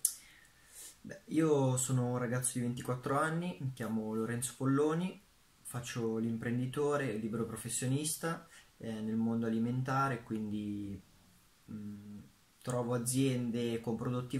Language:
Italian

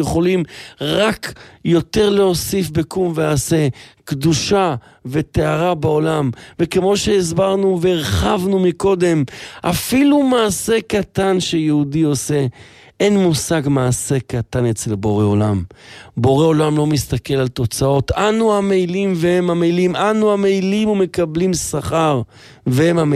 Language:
Hebrew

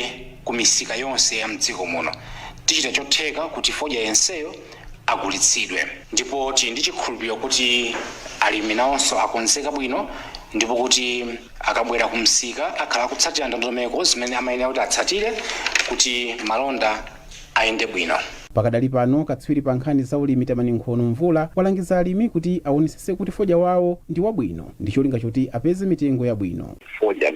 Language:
Nyanja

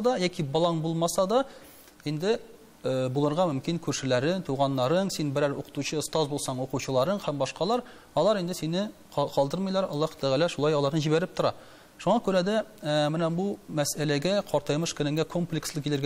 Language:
Tatar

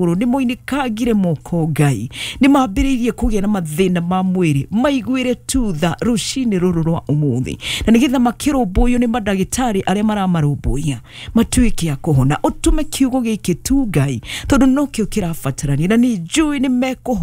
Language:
Kikuyu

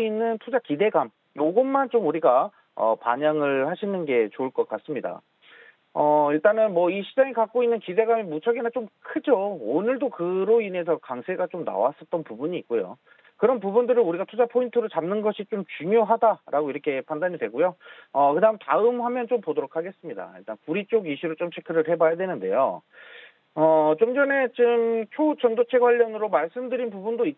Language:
Korean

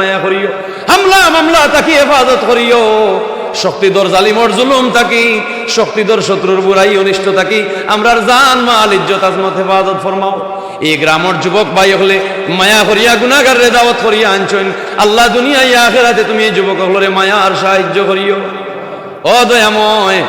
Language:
Sylheti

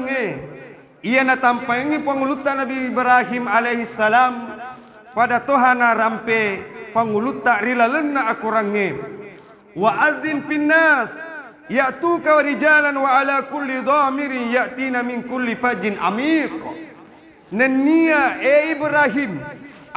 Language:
Buginese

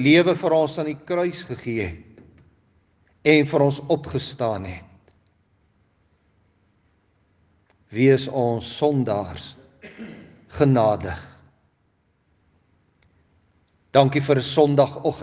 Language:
Afrikaans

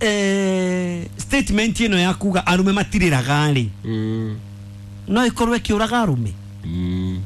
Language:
Kikuyu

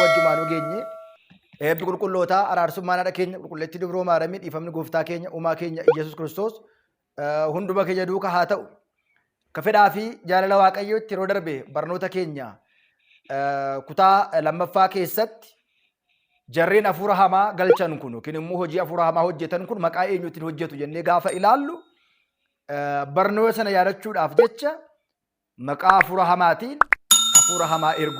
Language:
Oromo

